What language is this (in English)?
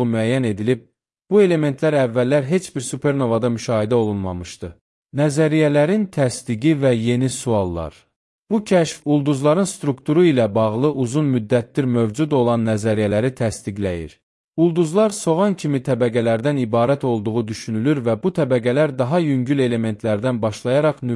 Azerbaijani